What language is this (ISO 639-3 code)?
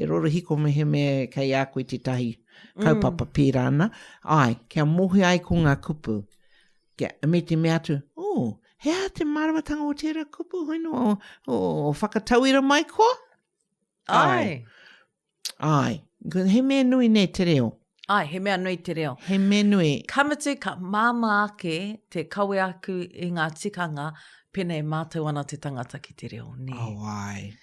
mri